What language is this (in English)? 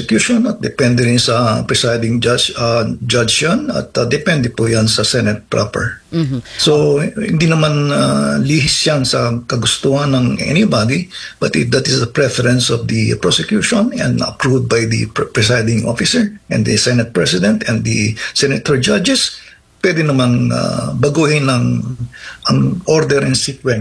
Filipino